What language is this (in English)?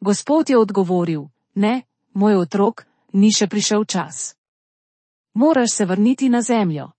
Slovenian